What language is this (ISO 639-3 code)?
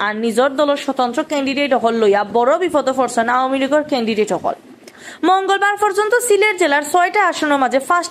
syl